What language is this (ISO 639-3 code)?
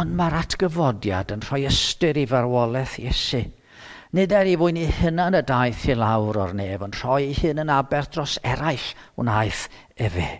cym